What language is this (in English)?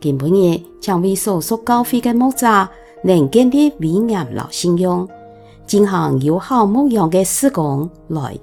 Hakka Chinese